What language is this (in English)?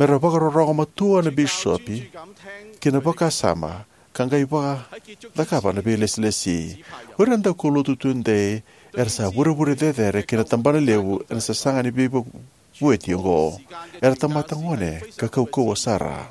Fijian